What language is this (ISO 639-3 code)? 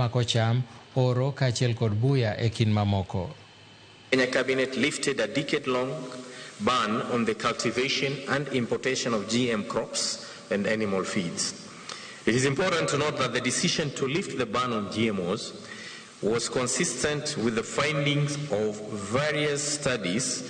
luo